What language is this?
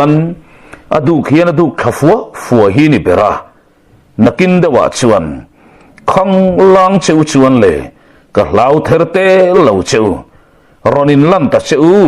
Mizo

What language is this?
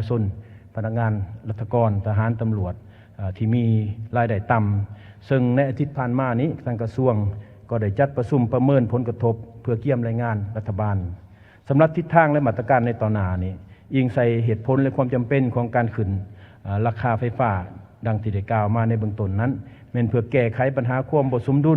Lao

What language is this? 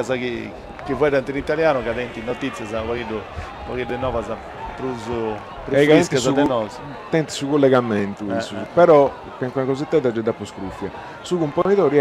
Sardinian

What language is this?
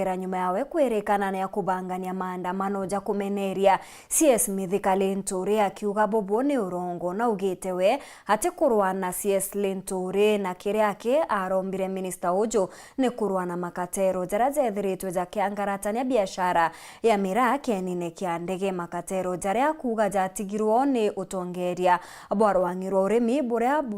Meru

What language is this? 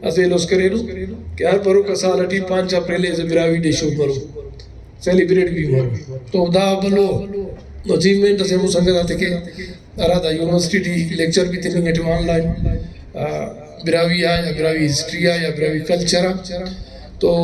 Brahui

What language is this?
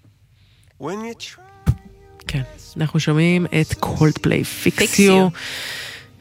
Hebrew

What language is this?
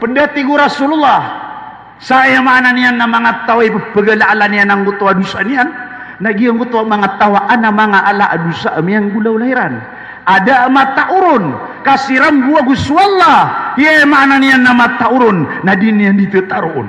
Maranao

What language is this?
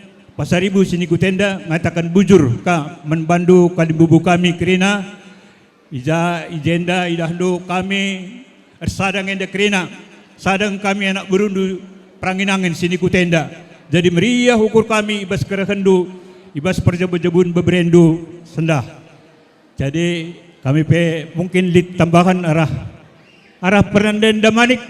Batak Karo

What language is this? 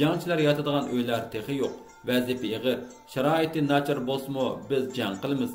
Uyghur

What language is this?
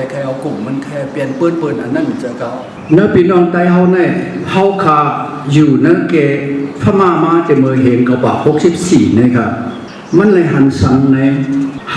Shan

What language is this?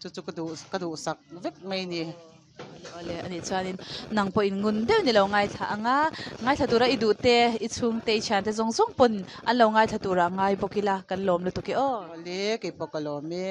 Mizo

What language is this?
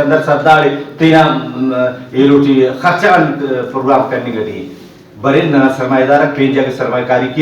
Brahui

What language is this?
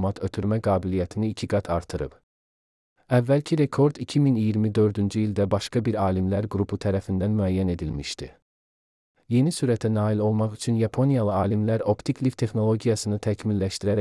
Azerbaijani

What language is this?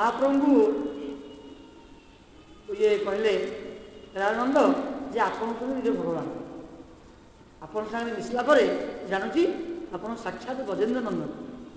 Odia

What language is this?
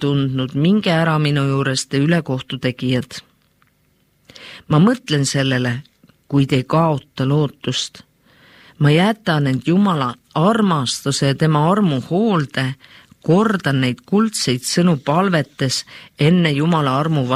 Estonian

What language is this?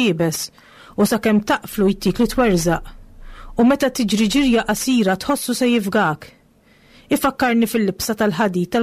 Maltese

